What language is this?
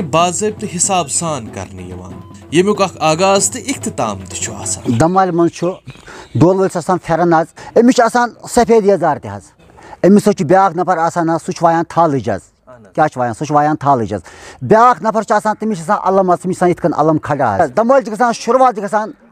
Kashmiri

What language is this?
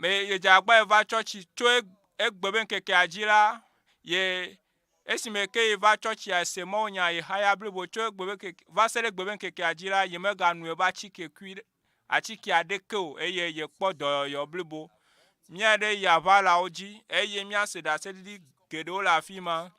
Ewe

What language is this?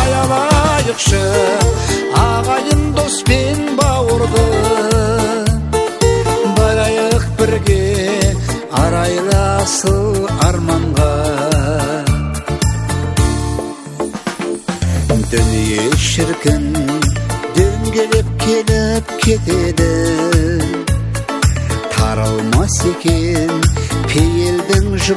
Kazakh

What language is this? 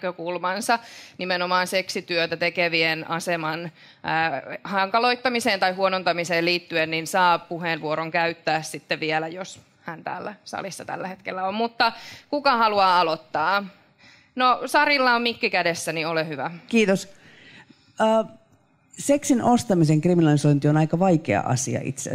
Finnish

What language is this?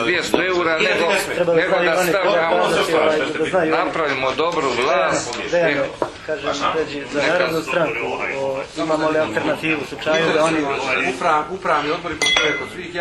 Croatian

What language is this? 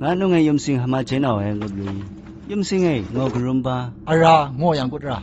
Zaiwa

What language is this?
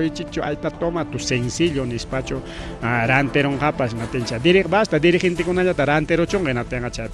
Ayacucho Quechua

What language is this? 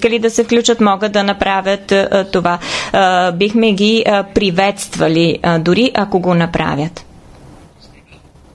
Bulgarian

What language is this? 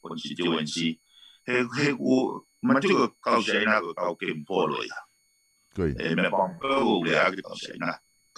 Tongan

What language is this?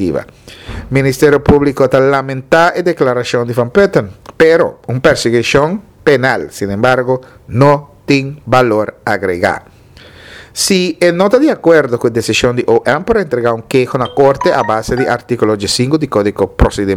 Papiamento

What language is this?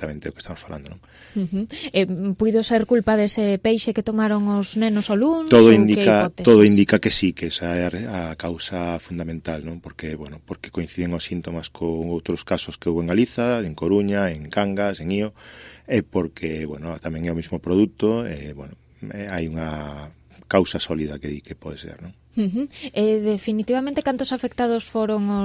Galician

